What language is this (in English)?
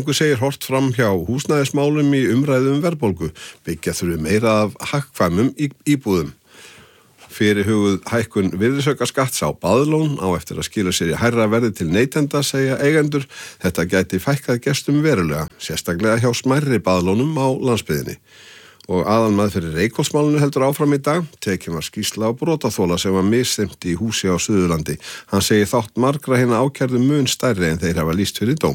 Icelandic